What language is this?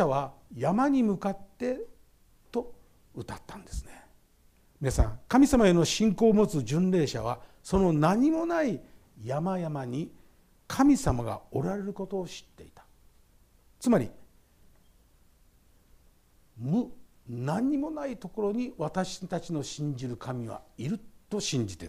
Japanese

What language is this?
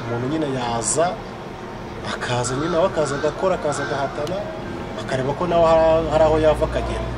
Kinyarwanda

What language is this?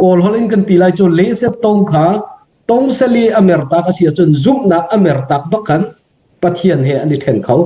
Hakha Chin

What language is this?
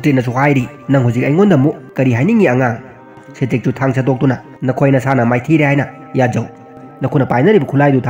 Manipuri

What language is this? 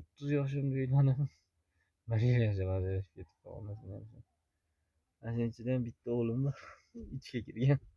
Uzbek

